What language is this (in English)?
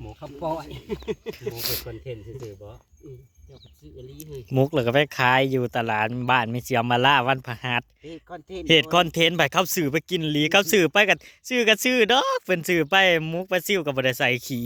Northeastern Thai